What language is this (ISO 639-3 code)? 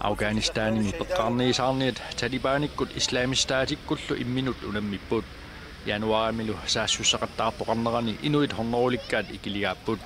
kal